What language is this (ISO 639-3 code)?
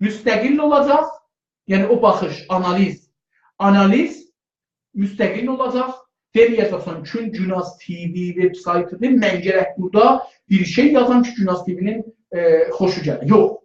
azb